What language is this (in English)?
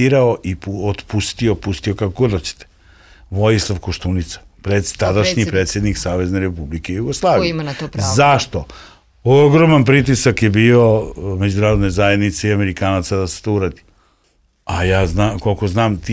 Serbian